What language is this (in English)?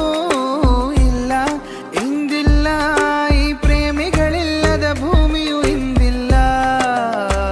Kannada